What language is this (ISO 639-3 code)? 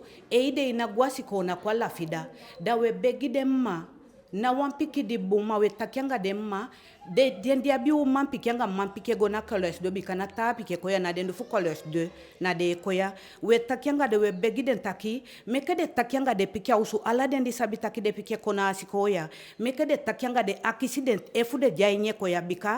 djk